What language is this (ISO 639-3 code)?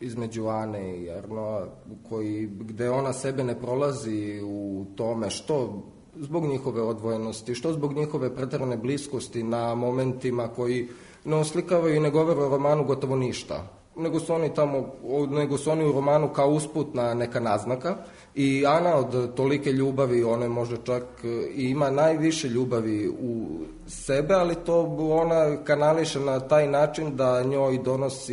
srp